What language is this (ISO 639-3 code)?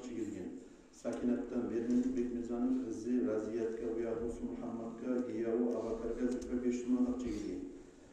kum